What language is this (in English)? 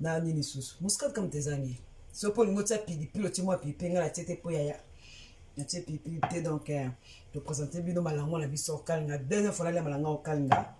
Lingala